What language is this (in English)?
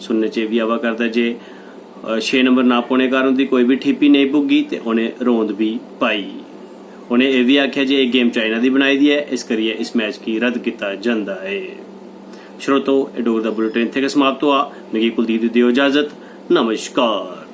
Dogri